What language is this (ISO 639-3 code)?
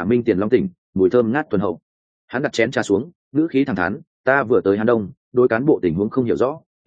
vie